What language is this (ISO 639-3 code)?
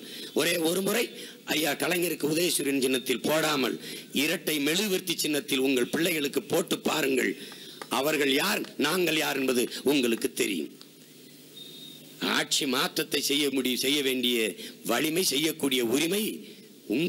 tam